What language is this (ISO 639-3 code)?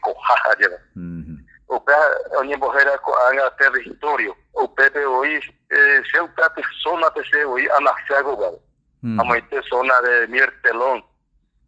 grn